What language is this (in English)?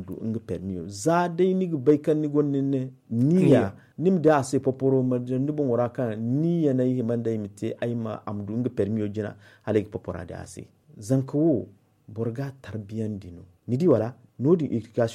Zarma